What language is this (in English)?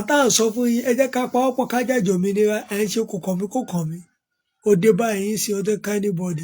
Yoruba